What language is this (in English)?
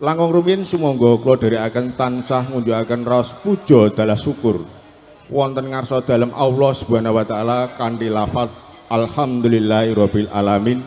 Javanese